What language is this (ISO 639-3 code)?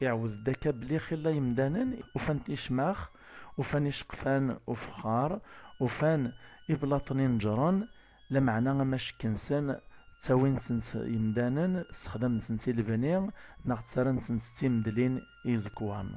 kab